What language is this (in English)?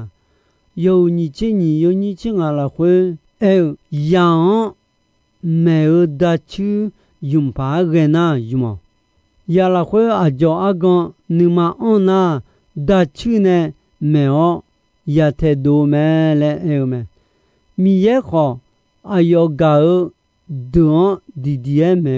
Akha